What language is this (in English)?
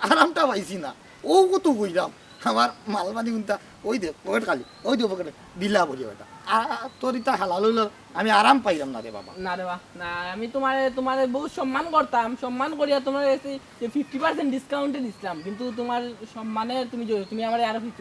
Sylheti